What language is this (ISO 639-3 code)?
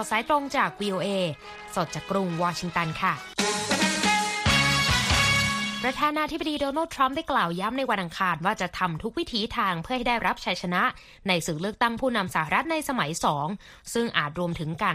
tha